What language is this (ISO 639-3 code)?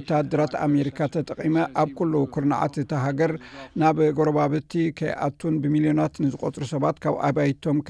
tir